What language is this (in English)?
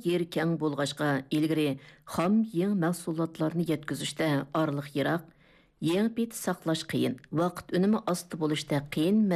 Uyghur